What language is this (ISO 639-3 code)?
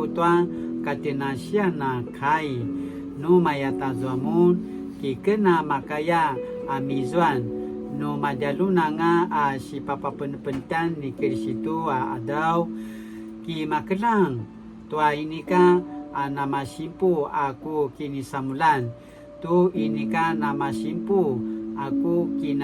pwn